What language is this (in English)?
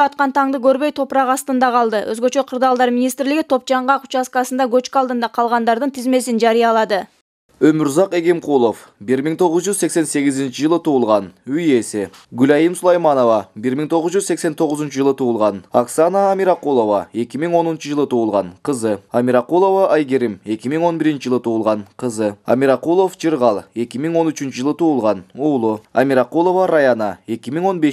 Kyrgyz